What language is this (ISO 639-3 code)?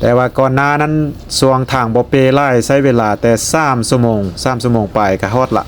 lao